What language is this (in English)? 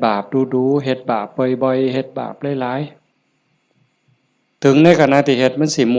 Northeastern Thai